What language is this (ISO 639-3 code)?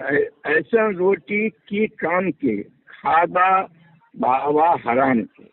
mag